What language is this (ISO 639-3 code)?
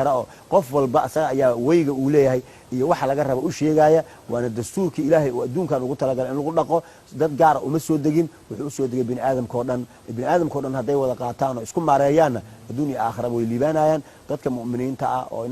som